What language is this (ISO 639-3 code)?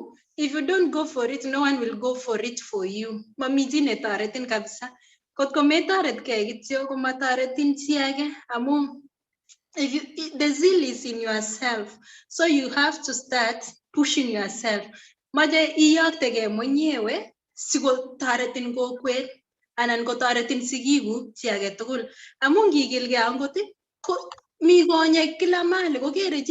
kln